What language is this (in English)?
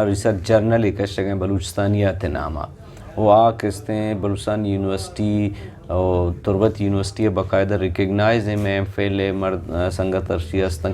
Eastern Balochi